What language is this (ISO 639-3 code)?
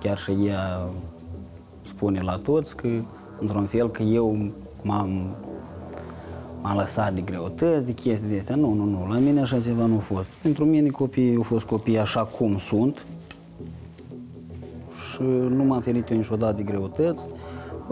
ron